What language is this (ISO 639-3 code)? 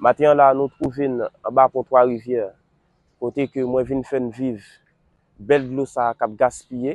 hat